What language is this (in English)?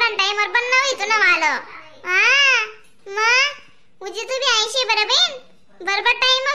Khandesi